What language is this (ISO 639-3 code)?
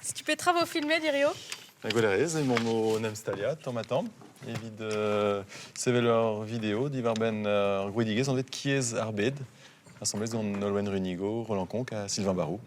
bre